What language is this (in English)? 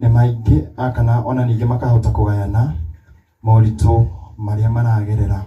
Kikuyu